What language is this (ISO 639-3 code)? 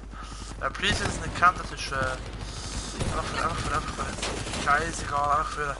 gsw